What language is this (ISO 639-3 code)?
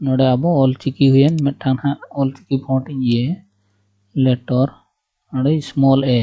sat